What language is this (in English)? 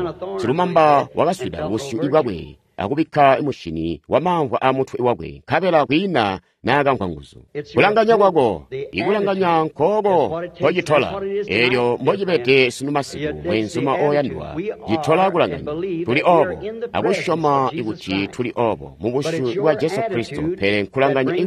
Tonga (Zambia)